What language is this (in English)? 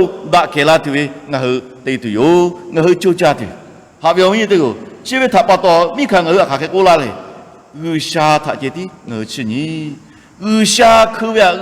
Lahu